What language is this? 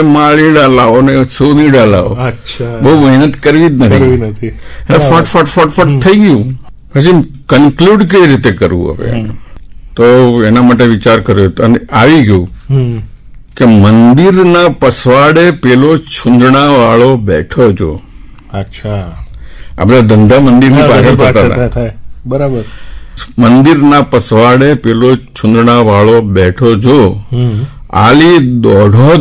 Gujarati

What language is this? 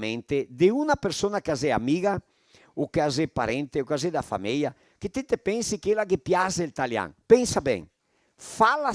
Venetian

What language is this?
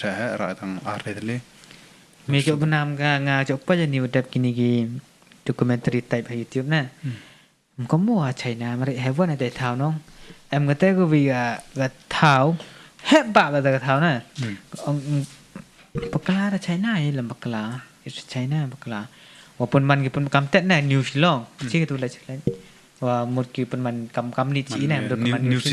Khasi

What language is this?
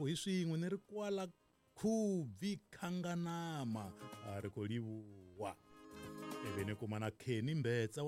Tsonga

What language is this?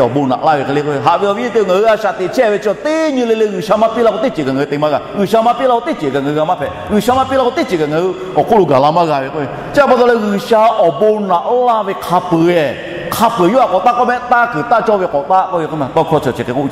Lahu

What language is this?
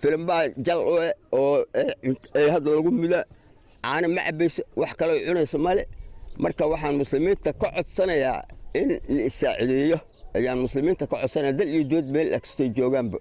Somali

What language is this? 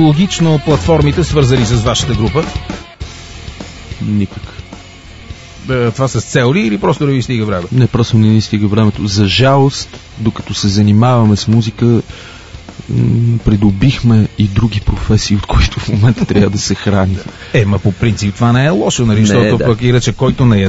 Bulgarian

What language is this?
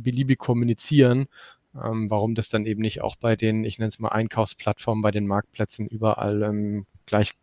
German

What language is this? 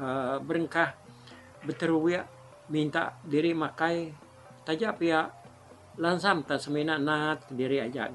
Iban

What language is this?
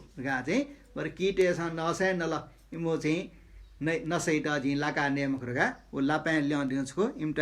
Newari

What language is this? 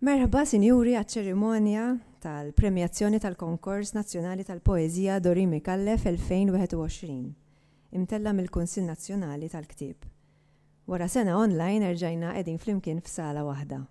Maltese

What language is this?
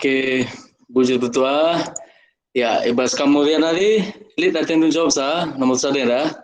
Batak Karo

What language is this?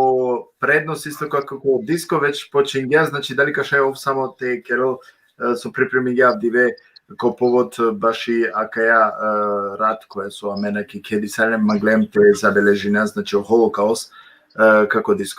Balkan Romani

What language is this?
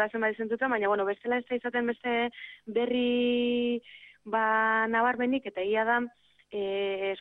Basque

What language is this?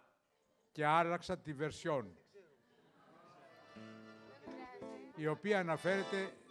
Greek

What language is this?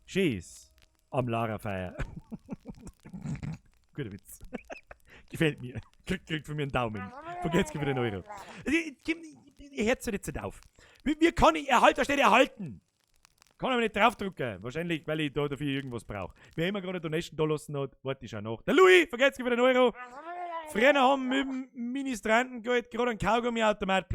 Bavarian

